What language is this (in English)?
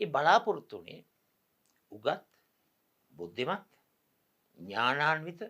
Sinhala